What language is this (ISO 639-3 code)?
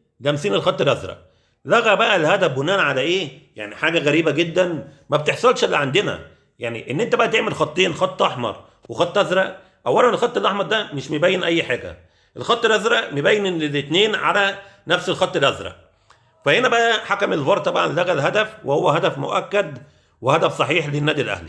arz